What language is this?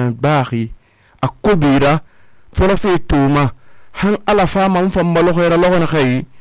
Susu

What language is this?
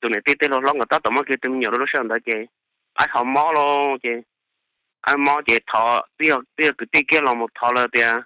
Hmong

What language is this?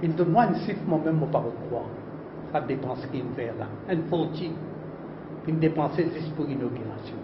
Morisyen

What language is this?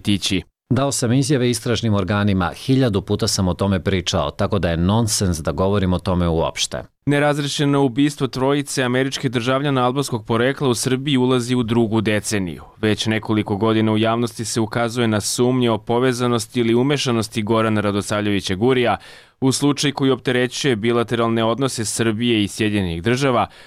Serbian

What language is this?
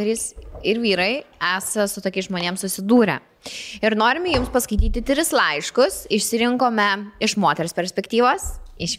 Lithuanian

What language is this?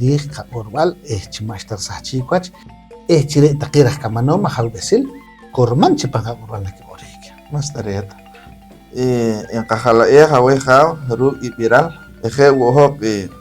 Poqomchi'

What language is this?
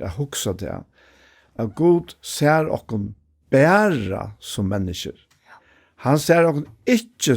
Faroese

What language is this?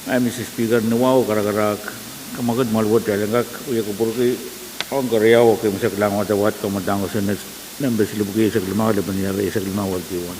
Pohnpeian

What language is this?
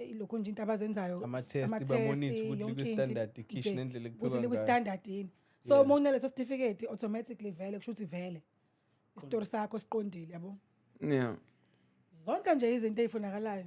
Zulu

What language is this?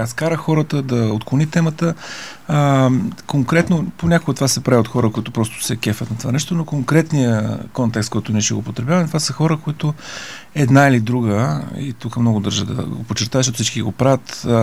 Bulgarian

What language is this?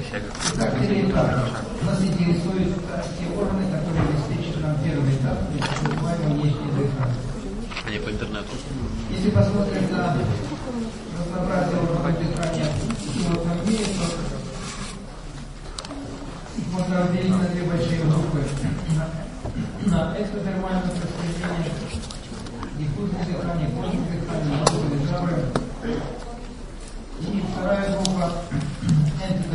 Russian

